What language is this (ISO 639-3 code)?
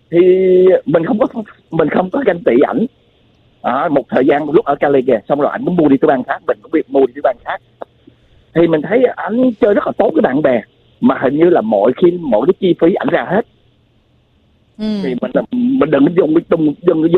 vie